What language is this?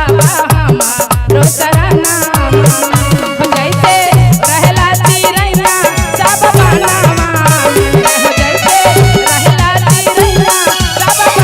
Magahi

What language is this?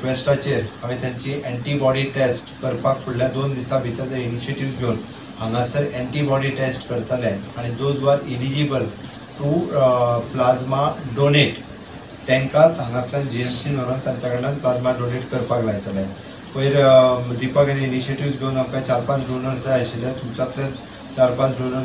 Konkani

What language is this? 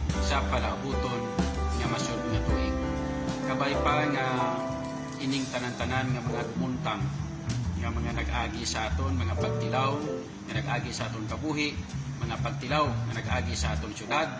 Hiligaynon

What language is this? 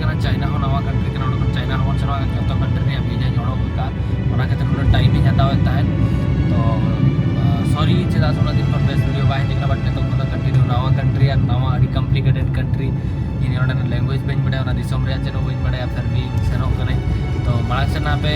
Santali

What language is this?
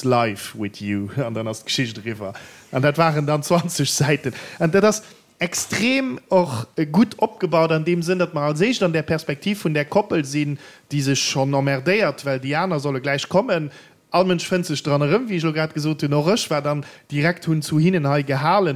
Luxembourgish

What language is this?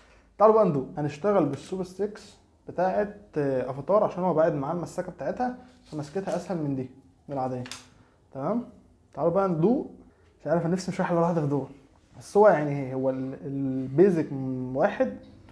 Egyptian Arabic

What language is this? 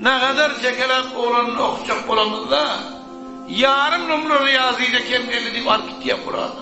Turkmen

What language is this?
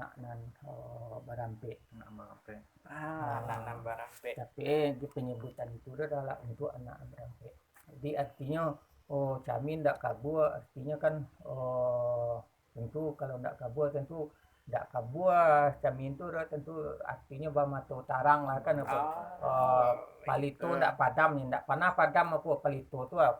Minangkabau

